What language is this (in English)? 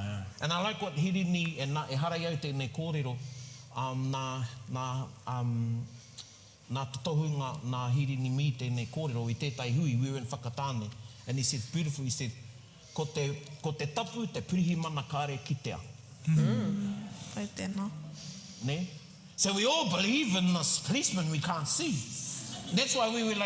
Māori